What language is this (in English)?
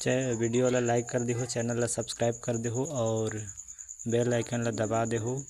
Chhattisgarhi